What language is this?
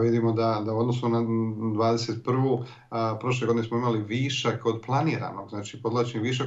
Bosnian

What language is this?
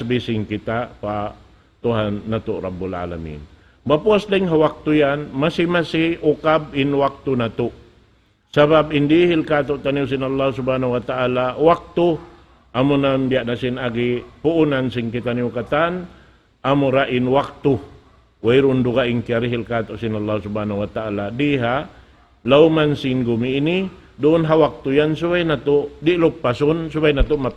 Tausug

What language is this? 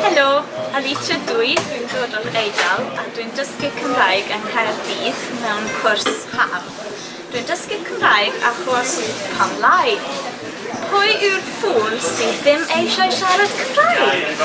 Welsh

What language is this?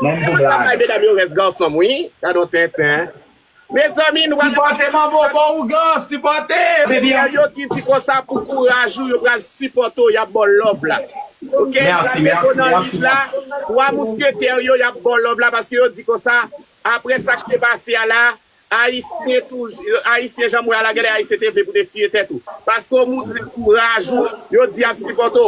Haitian Creole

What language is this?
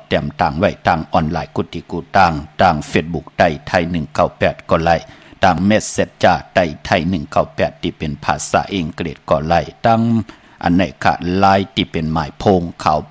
Shan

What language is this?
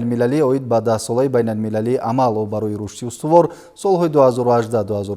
Tajik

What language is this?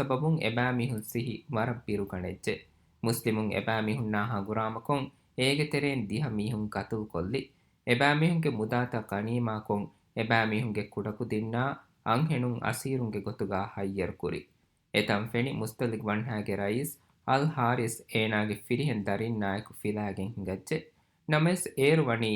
Divehi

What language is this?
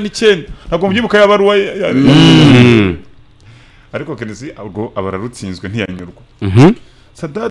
Kinyarwanda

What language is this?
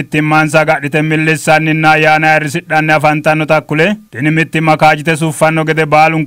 Sidamo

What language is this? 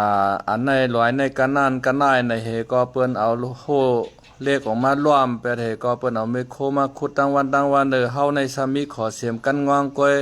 Shan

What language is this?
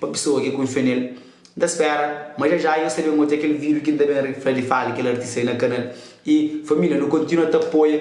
Kabuverdianu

